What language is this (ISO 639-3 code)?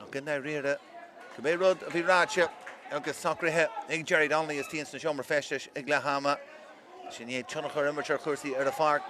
gle